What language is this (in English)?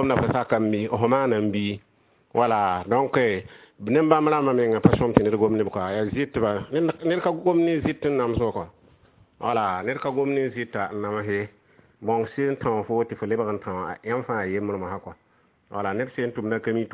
Mossi